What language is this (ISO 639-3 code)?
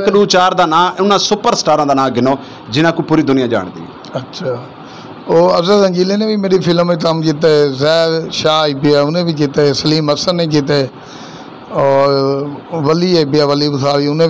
skr